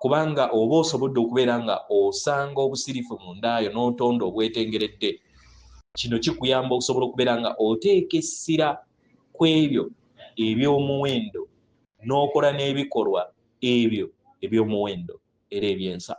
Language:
Ganda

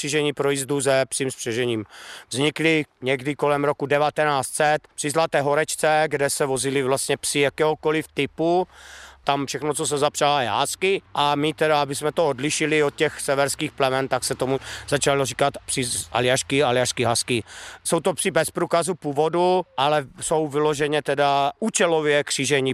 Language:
Czech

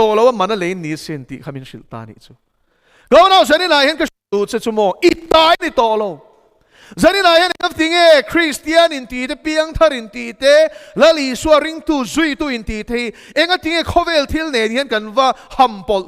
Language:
Mizo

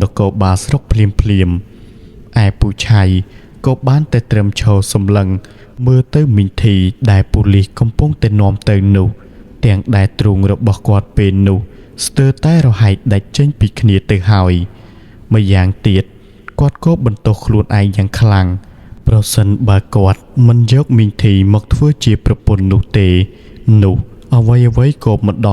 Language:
Khmer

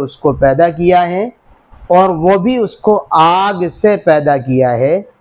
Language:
Urdu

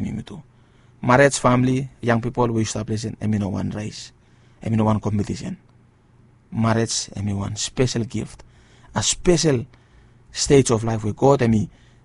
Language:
Bislama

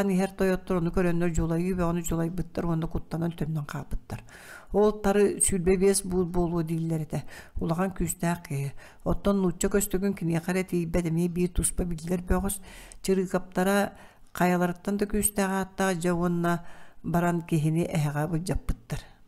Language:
Yakut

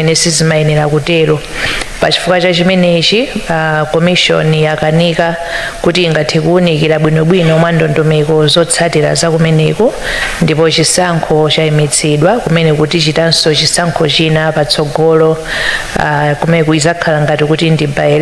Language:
Nyanja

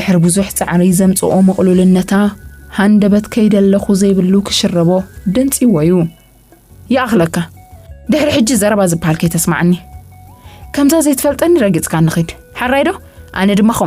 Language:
Tigrinya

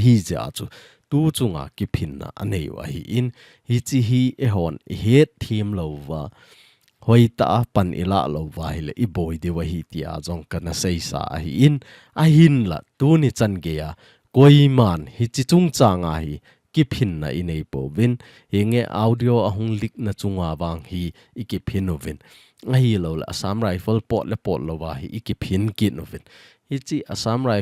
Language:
Thado Chin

